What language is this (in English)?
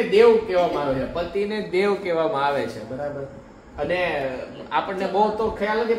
Gujarati